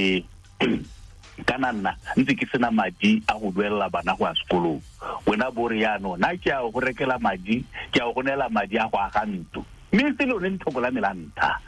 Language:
Tswana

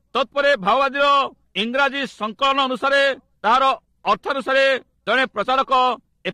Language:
Odia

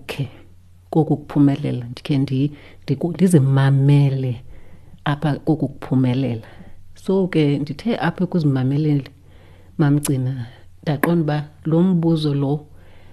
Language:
Xhosa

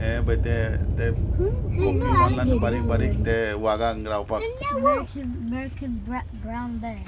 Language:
Konkani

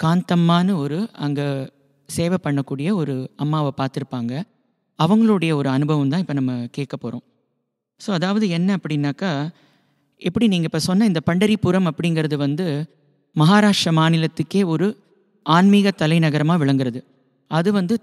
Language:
Tamil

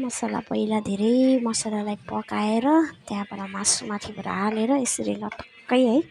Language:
Nepali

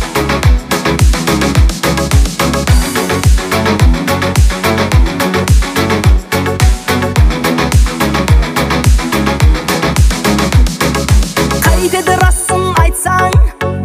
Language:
Kazakh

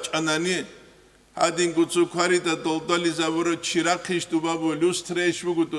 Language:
Avaric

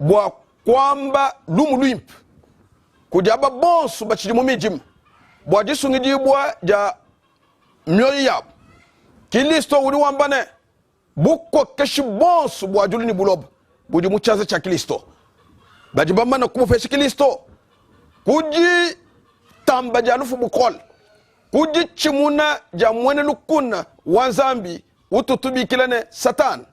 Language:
Luba-Lulua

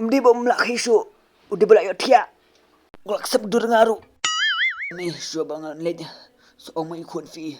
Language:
Khasi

